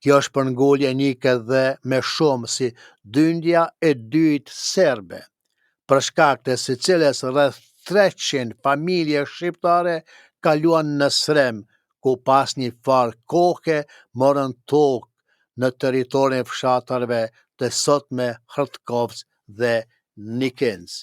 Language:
Albanian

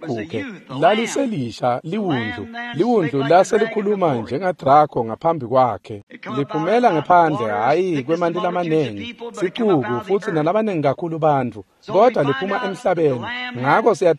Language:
Swati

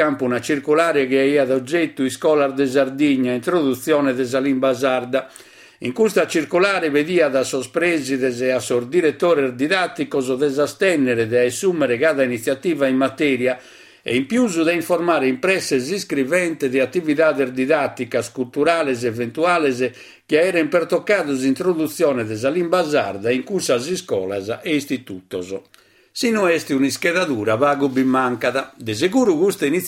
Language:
Sardinian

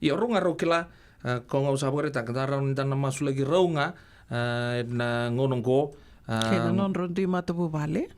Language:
Fijian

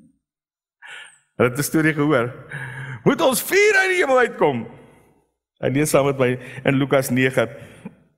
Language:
Afrikaans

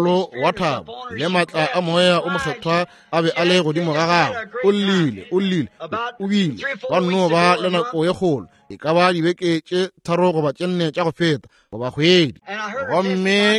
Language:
Northern Sotho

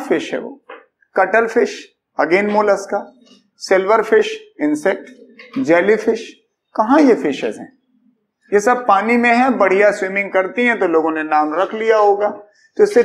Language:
Hindi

